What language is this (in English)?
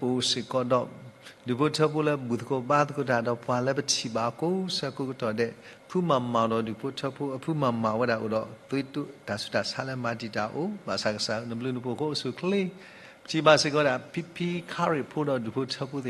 S'gaw Karen